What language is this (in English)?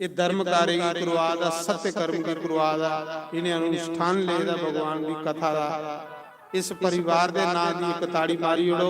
Dogri